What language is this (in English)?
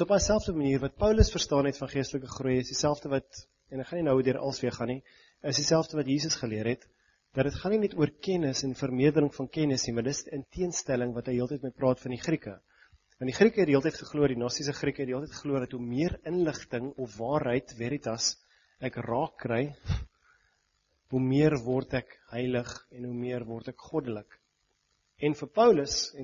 Afrikaans